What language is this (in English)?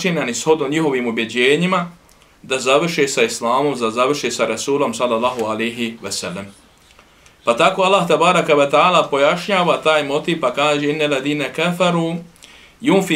Bosnian